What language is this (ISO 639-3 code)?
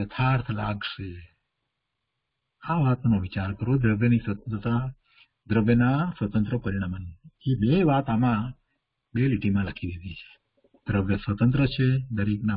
guj